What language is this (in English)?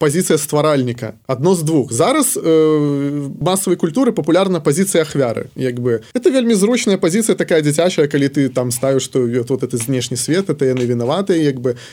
Belarusian